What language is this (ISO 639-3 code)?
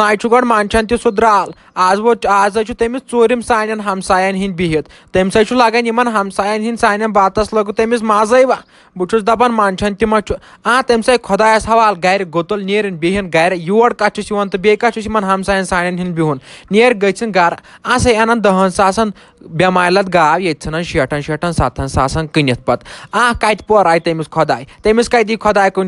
kas